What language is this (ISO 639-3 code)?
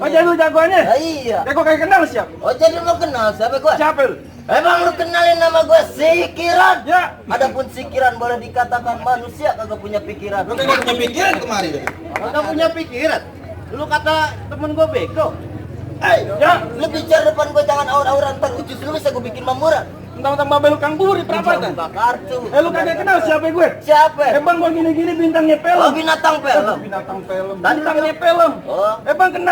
bew